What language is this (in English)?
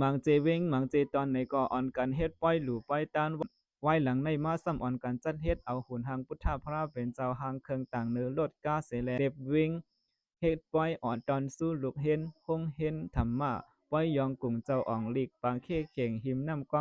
Shan